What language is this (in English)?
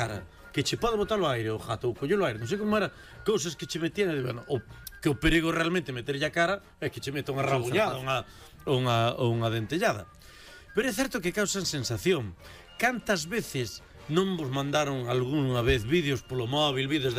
Galician